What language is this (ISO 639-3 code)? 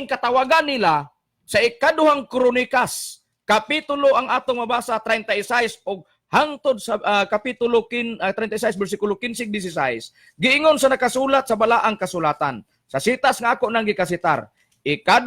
ceb